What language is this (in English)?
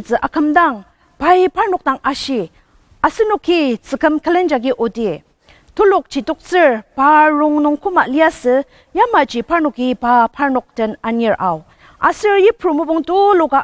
Ao Naga